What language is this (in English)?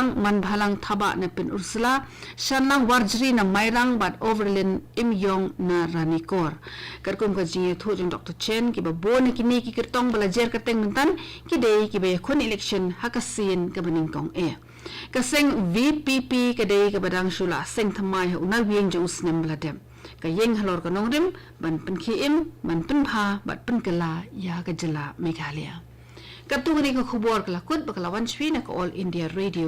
Khasi